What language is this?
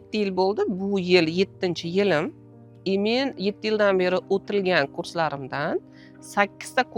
Uzbek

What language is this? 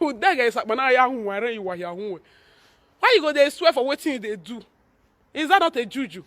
Nigerian Pidgin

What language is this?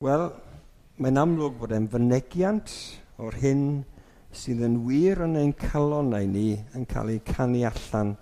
Welsh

